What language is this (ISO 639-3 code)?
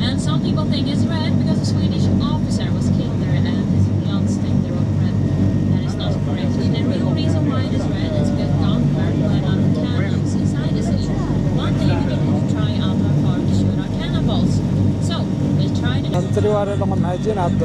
tir